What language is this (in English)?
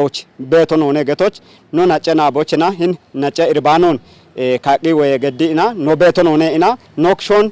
Kafa